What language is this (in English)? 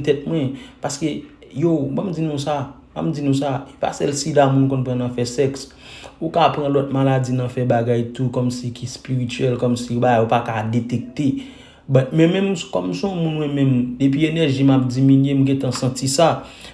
Haitian Creole